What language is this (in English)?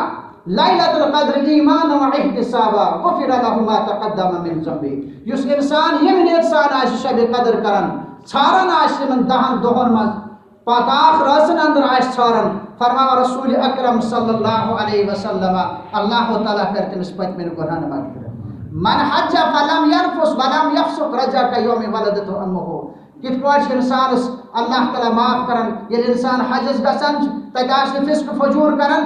Kashmiri